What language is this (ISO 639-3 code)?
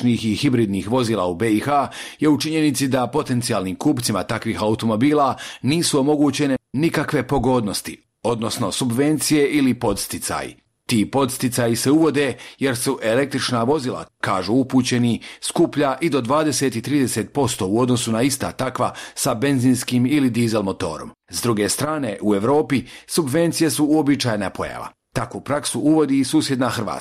bos